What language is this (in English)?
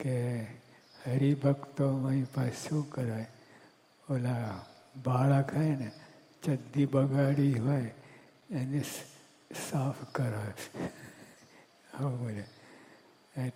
Gujarati